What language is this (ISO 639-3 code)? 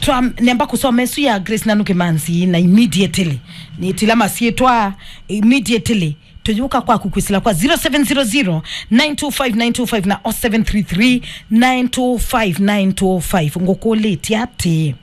kam